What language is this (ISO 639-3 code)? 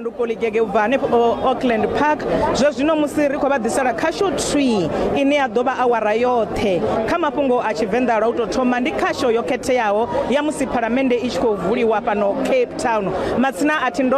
ven